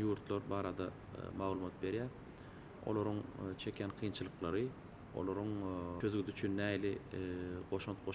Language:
Turkmen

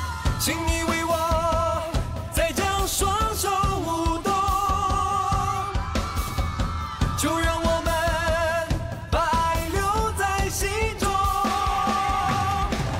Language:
Chinese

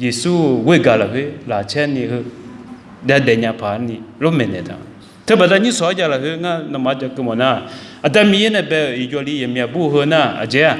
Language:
Akha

